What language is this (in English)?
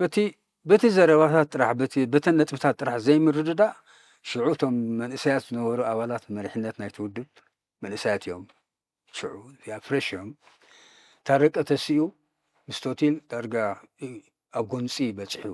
Tigrinya